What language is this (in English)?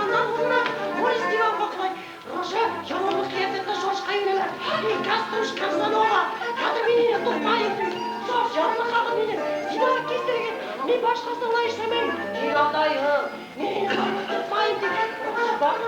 Bashkir